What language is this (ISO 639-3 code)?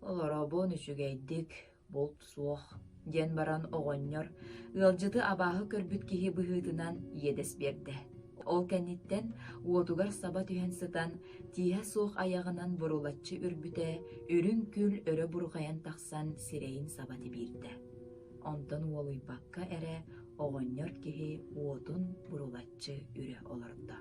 sah